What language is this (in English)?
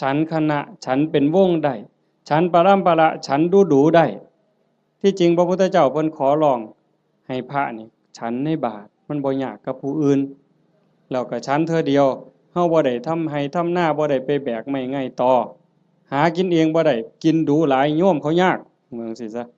Lao